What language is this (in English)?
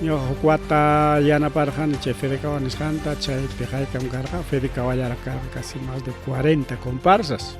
Ayacucho Quechua